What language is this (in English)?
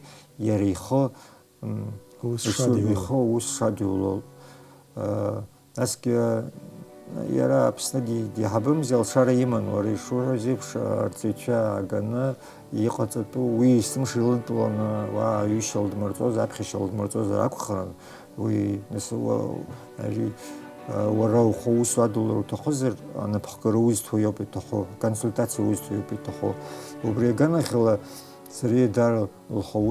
Abkhazian